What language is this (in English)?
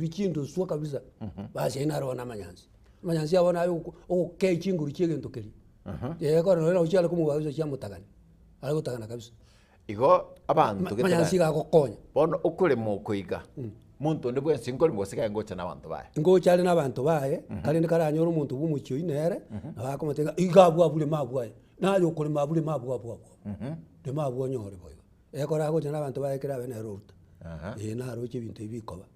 Gusii